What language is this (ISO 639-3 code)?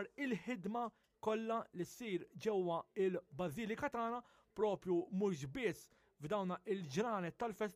mlt